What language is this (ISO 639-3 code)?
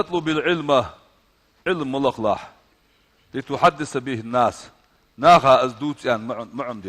inh